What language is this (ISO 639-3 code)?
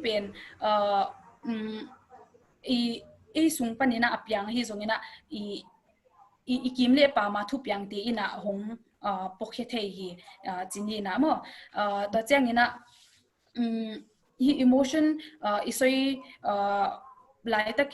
ctd